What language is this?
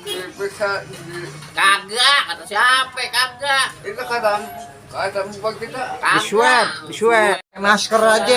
Betawi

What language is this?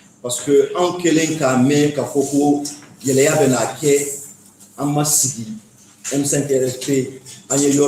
Bambara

